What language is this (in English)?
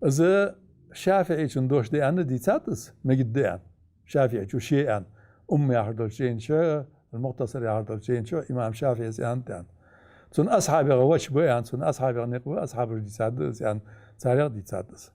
Ingush